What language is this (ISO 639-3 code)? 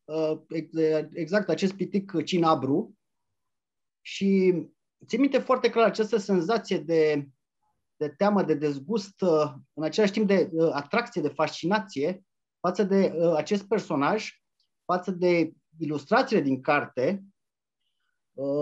ron